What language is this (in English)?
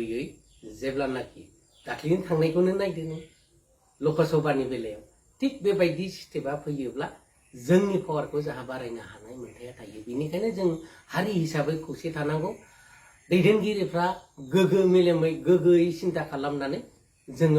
Bodo